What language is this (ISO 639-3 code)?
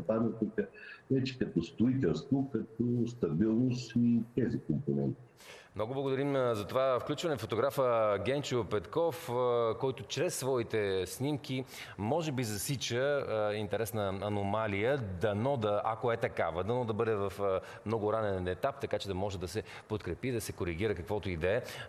bul